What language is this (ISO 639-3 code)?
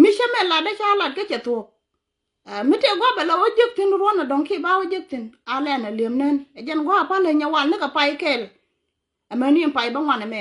nus